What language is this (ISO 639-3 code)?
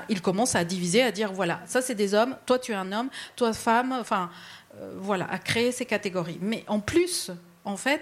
fra